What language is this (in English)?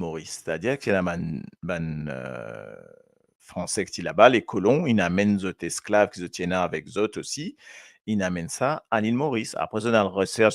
Morisyen